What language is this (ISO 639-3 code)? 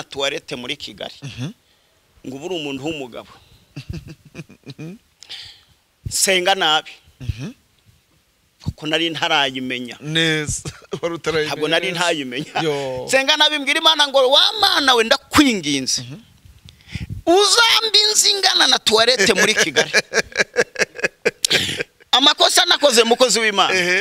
kin